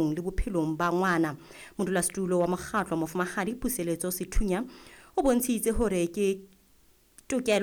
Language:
Southern Sotho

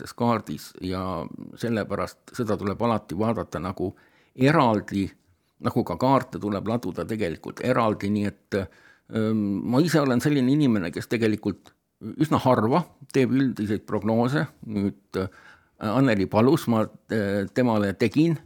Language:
Estonian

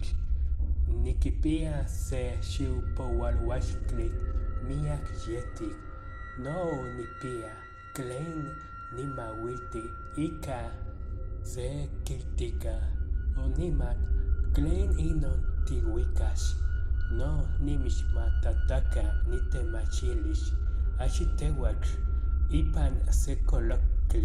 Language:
Nahuatl languages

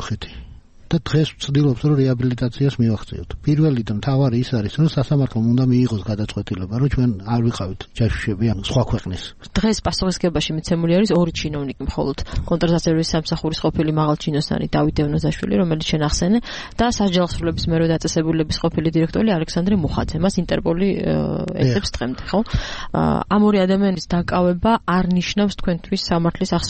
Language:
Georgian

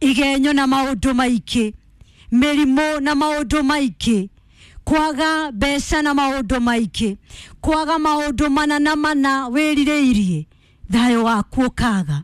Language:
Kikuyu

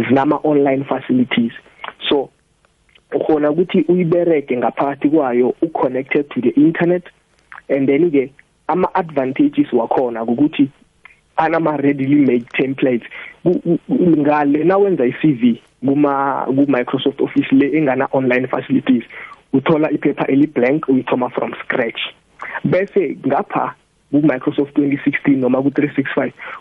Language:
South Ndebele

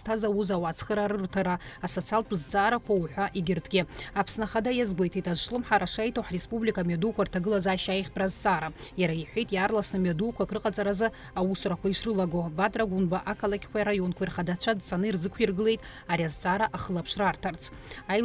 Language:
Abkhazian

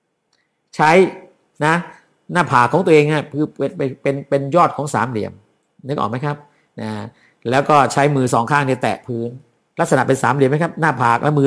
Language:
Thai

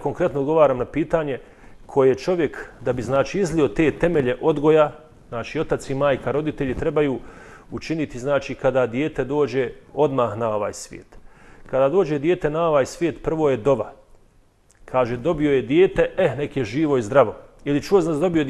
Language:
Bosnian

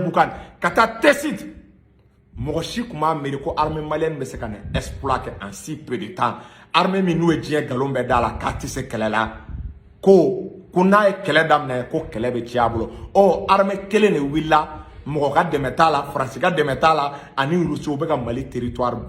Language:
Bambara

